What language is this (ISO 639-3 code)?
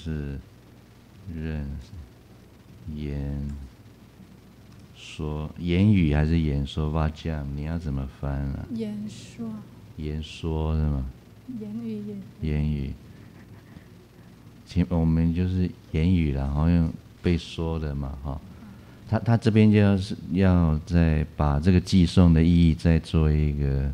zho